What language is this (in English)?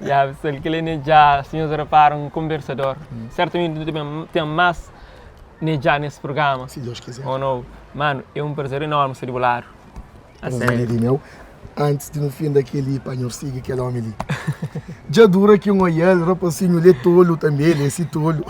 Kabuverdianu